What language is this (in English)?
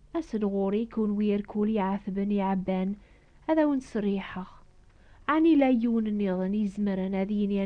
Kabyle